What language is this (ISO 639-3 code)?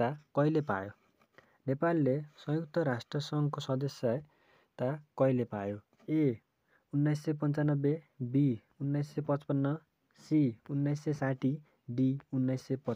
nep